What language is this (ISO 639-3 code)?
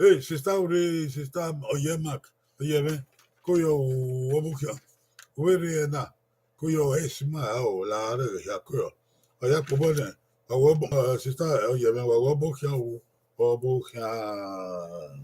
bin